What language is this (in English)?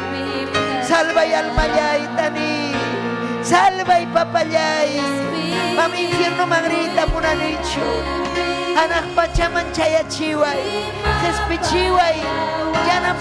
Ayacucho Quechua